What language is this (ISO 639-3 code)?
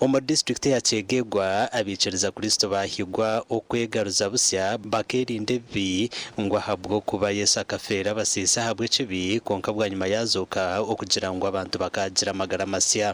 nyn